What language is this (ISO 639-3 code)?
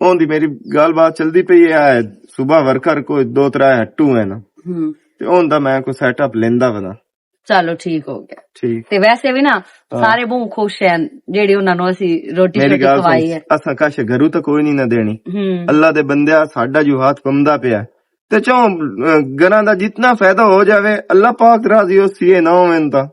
lah